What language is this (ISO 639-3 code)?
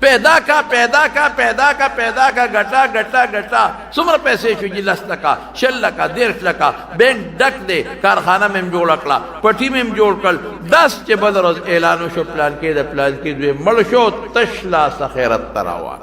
pus